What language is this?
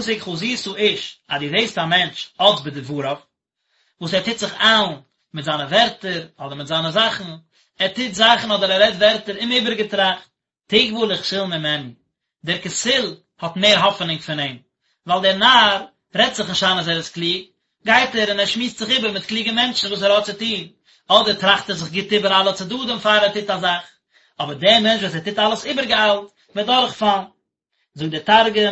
Yiddish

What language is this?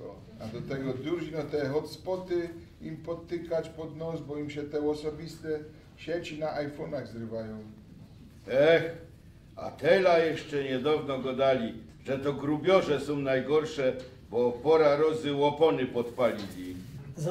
Silesian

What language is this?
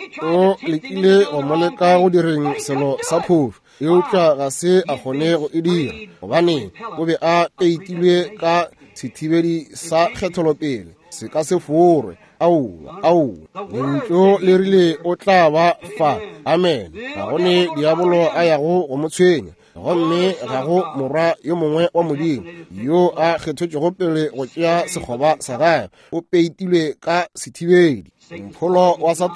Northern Sotho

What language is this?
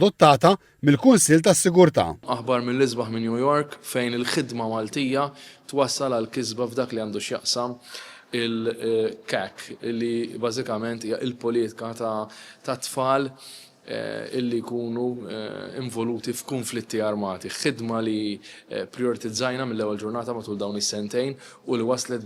Maltese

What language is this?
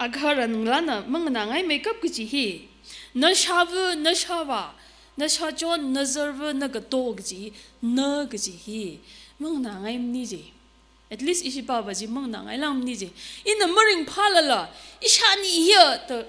Tangkhul Naga (India)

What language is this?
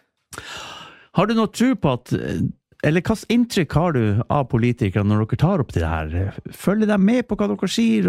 Norwegian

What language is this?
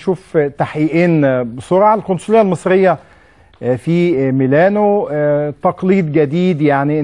Egyptian Arabic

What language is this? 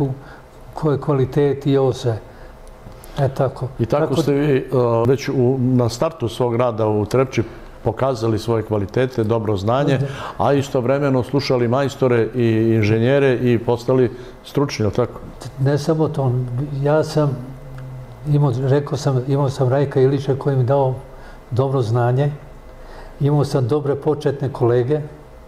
Serbian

